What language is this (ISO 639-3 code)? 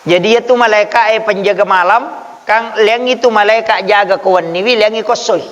bug